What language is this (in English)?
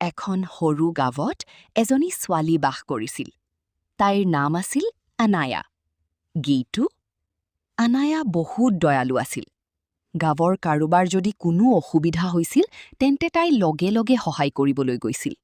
Assamese